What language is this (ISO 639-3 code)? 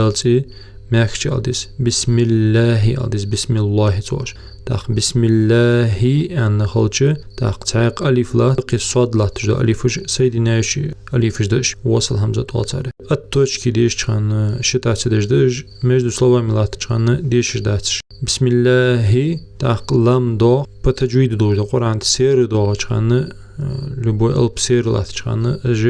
inh